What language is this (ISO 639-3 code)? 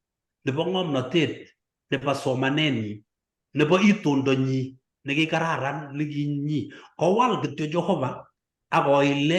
kln